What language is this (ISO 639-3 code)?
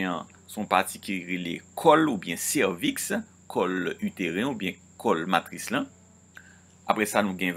hat